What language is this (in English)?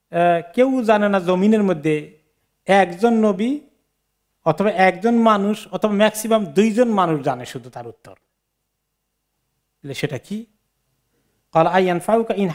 Bangla